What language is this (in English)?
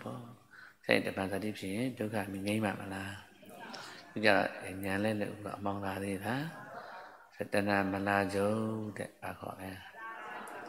Burmese